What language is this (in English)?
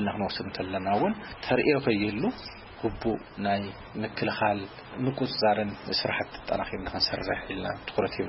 Tigrinya